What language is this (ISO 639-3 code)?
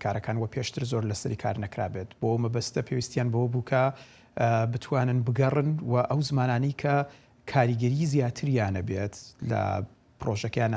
kur